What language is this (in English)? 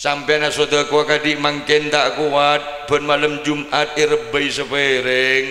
Madurese